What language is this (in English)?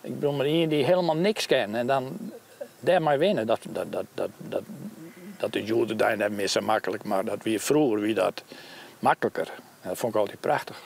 Western Frisian